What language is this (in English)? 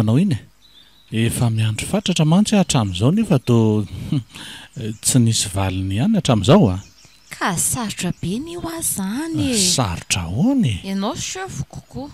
Malagasy